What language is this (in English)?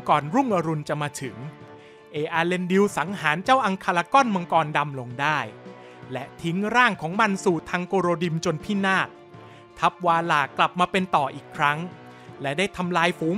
Thai